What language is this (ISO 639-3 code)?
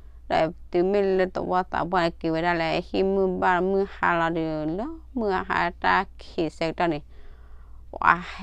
ksw